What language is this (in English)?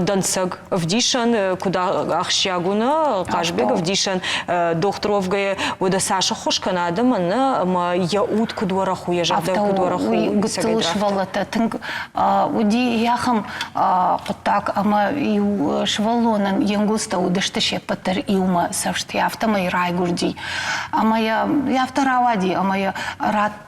Ossetic